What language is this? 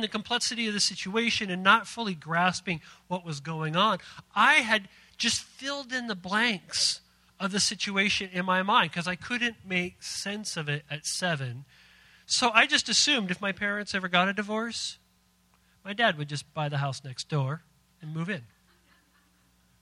English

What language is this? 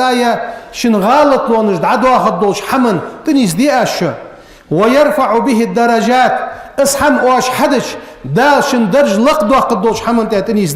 Ingush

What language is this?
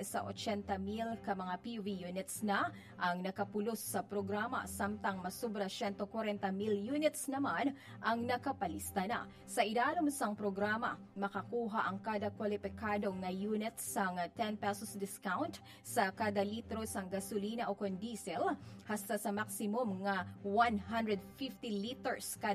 Hiligaynon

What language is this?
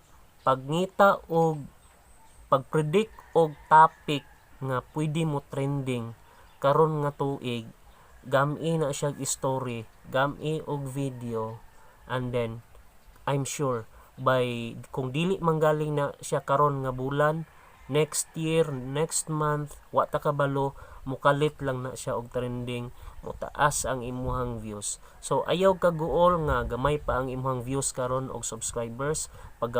Cebuano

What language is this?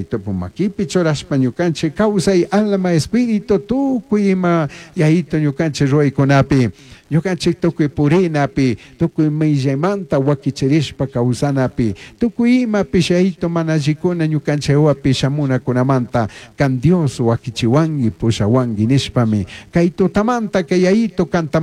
Chimborazo Highland Quichua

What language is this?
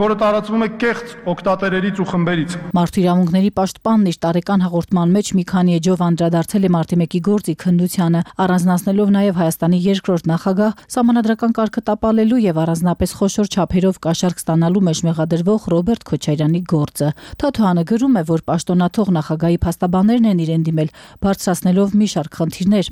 Armenian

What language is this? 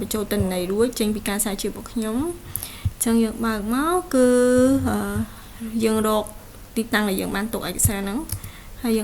Khmer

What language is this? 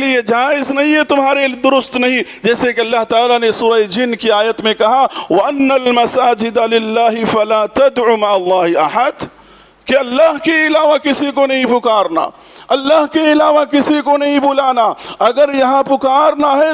Urdu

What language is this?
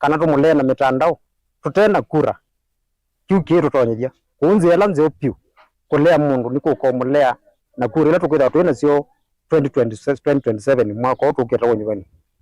Kamba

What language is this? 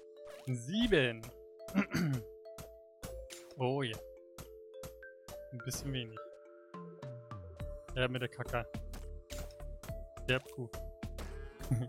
German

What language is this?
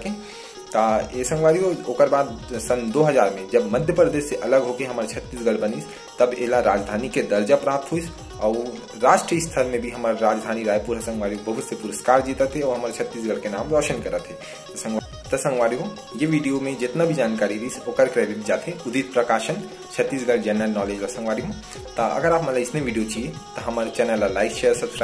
Chhattisgarhi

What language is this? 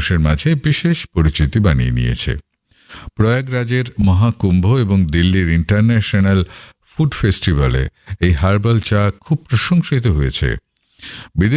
Bangla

